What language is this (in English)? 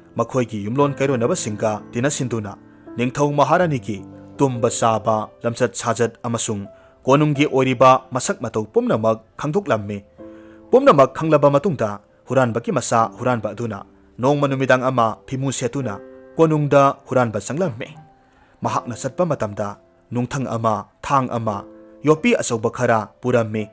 Manipuri